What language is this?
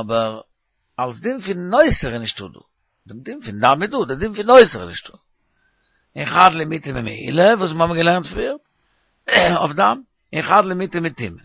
Yiddish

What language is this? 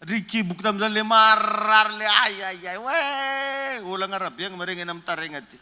Malagasy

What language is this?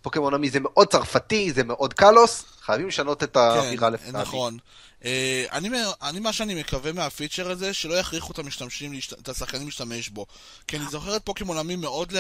Hebrew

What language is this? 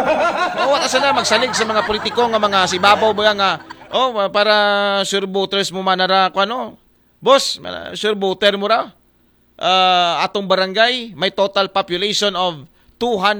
Aklanon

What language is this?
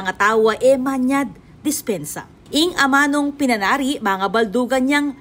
Pampanga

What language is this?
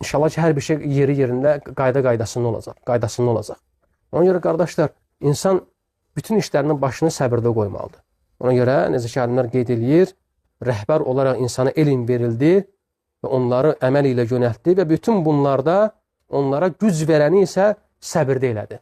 Azerbaijani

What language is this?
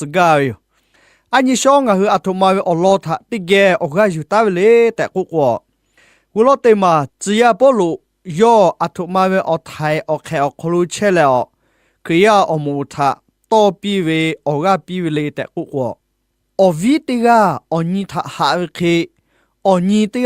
Lahu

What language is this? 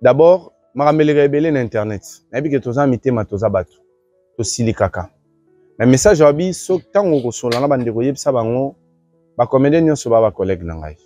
Lingala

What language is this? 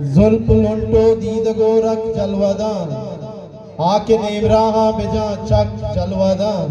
Eastern Balochi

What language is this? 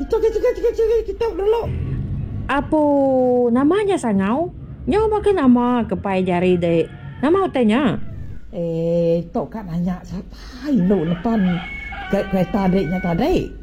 Iban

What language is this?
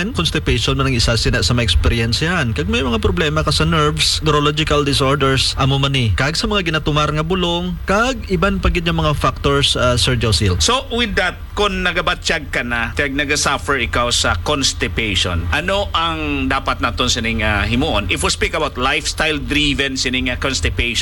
Hiligaynon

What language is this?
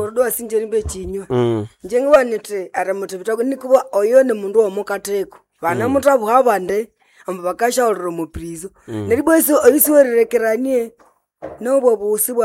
Nande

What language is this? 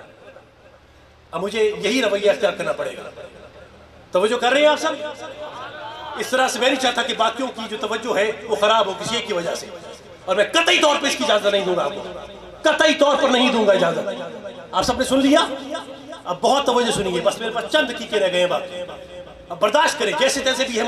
Urdu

